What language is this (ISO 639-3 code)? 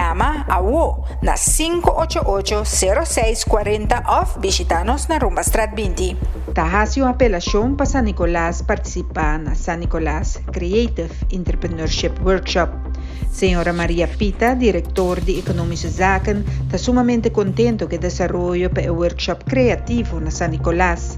pap